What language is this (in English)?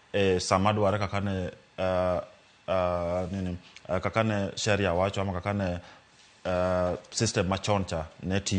Luo (Kenya and Tanzania)